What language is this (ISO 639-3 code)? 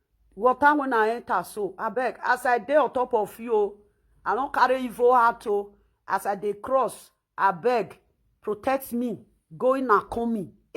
pcm